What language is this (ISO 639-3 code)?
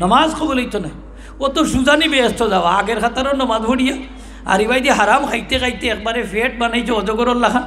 syl